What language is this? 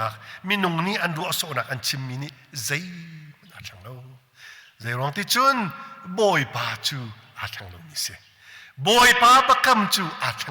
Hakha Chin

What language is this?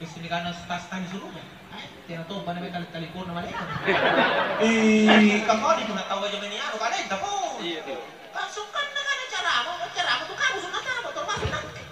Makasar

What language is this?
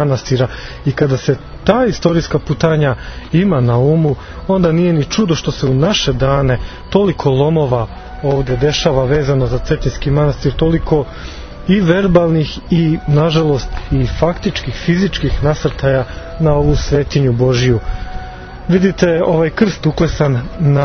Serbian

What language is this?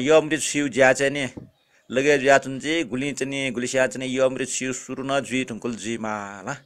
Newari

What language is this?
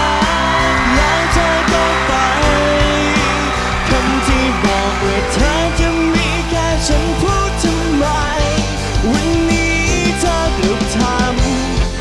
Thai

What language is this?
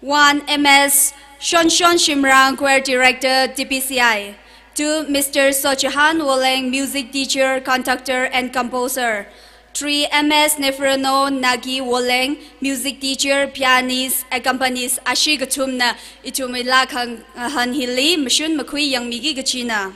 Tangkhul Naga (India)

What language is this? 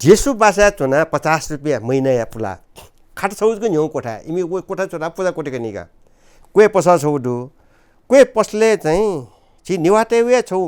Newari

